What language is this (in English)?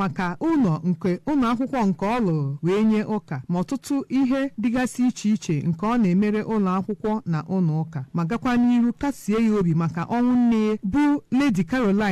Igbo